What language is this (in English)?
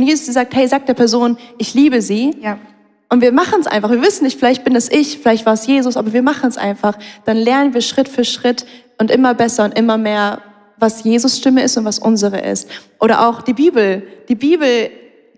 Swiss German